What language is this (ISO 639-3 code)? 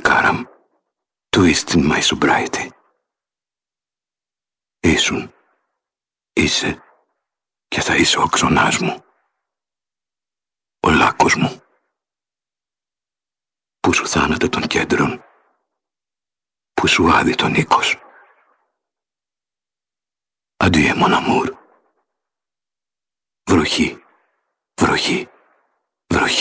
ell